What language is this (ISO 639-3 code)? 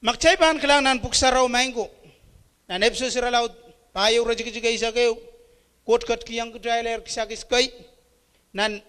pon